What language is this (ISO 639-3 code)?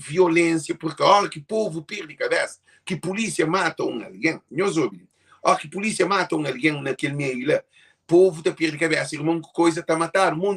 kea